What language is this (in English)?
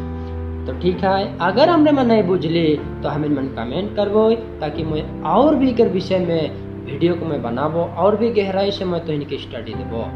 Sadri